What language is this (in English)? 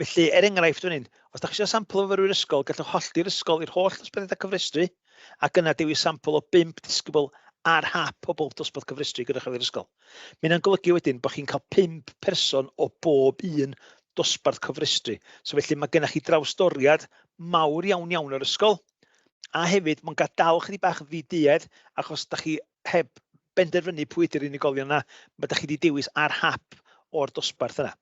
Welsh